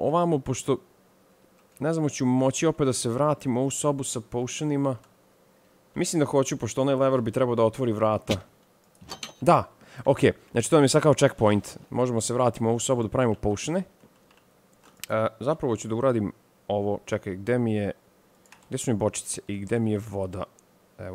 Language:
Serbian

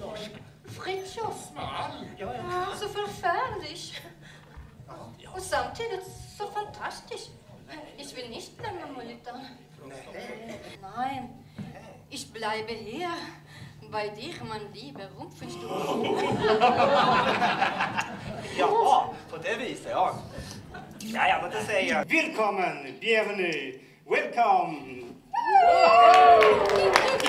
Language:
Swedish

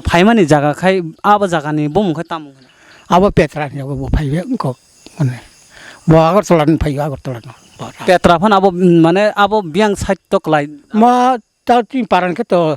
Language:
Kok Borok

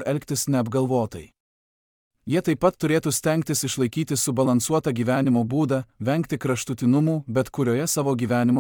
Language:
Lithuanian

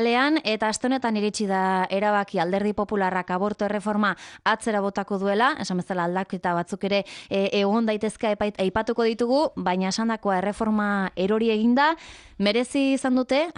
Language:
Basque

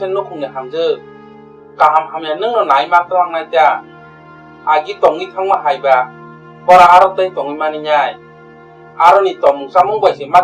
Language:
Kok Borok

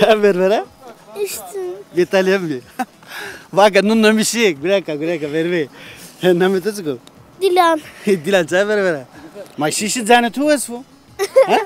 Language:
Zaza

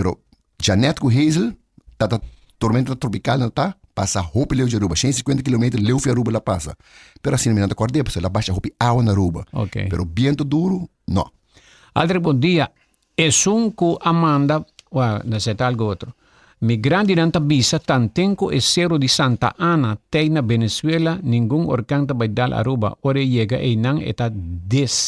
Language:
Papiamento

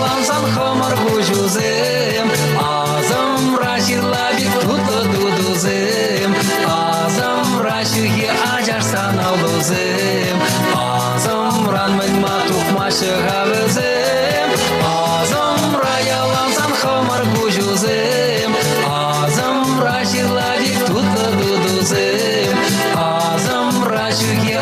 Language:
Chuvash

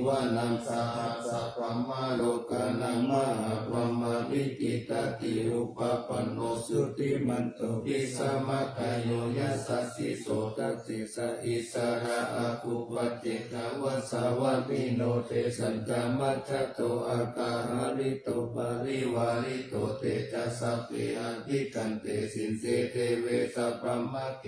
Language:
Pali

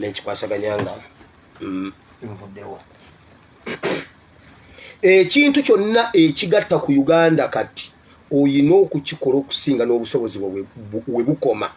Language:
Ganda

